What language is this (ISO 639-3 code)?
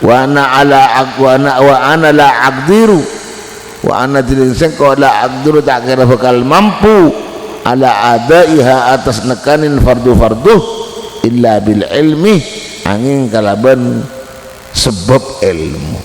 mad